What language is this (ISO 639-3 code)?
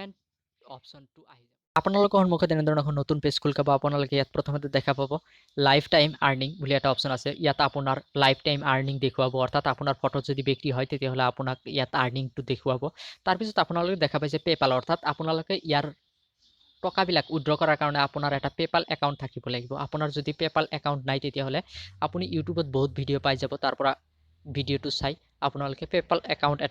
asm